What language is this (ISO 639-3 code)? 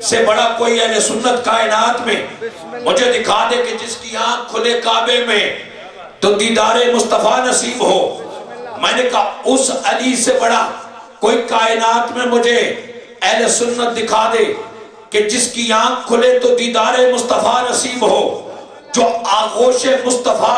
urd